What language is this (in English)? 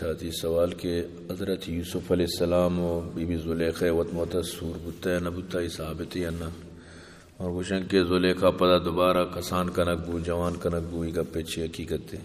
Eastern Balochi